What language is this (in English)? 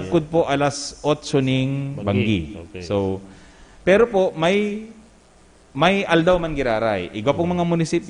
Bikol